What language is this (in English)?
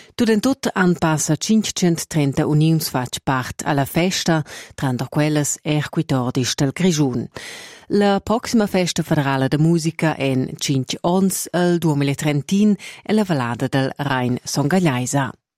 Romansh